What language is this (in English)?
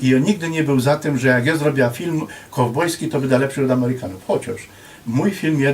Silesian